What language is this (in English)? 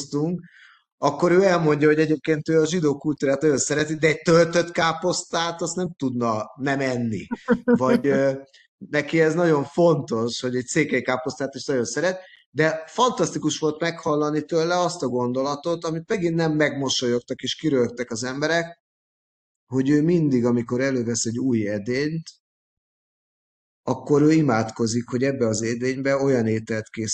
Hungarian